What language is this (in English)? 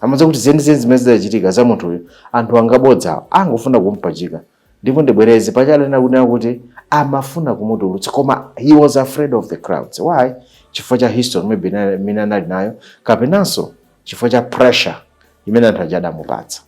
Nyanja